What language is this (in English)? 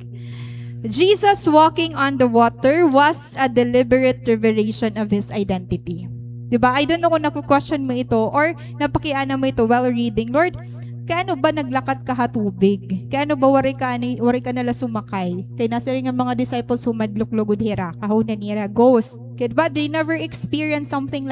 Waray